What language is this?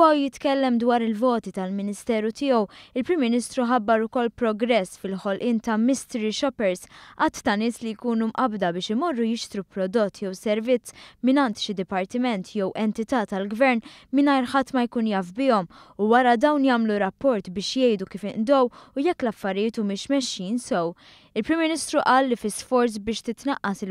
Maltese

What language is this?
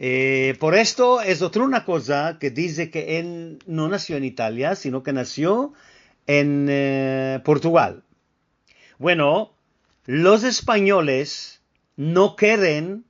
Ladino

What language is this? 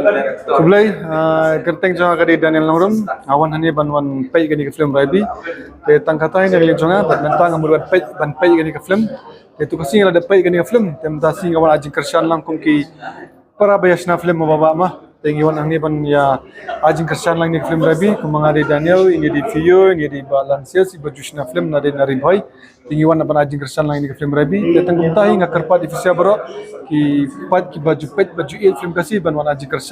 Khasi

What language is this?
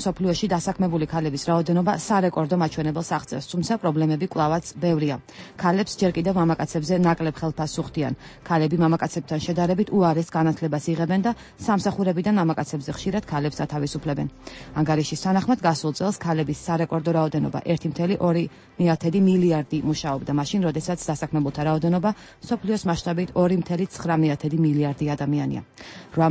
Georgian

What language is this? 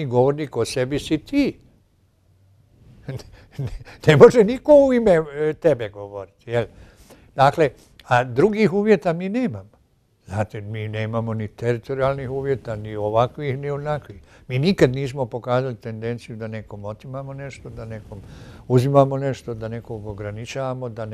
Bosnian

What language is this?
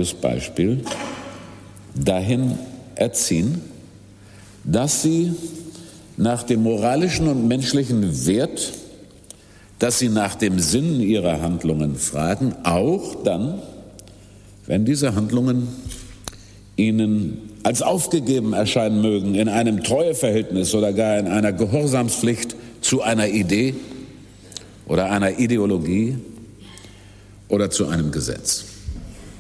German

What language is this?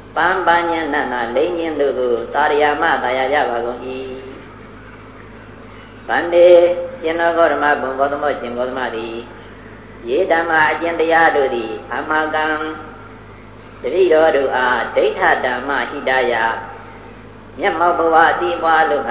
Burmese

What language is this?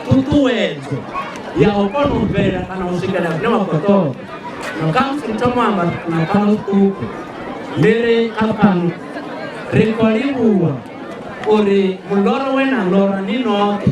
Venda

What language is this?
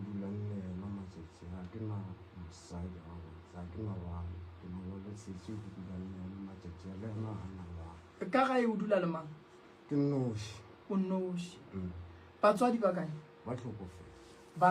Northern Sotho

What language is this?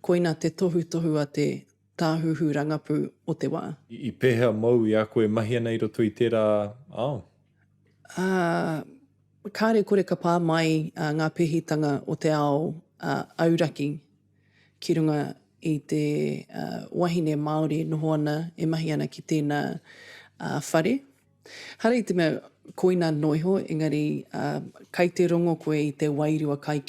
Māori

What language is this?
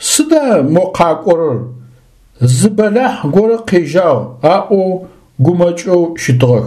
Adyghe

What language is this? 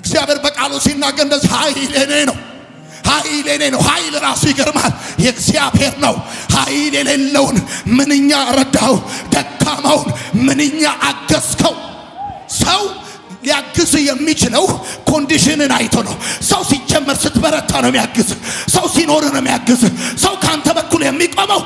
Amharic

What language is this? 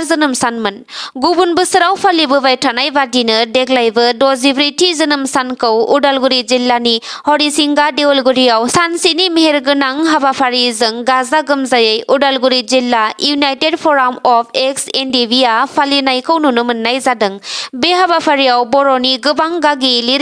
Bodo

